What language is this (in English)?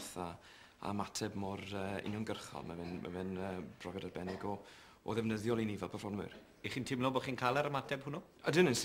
Welsh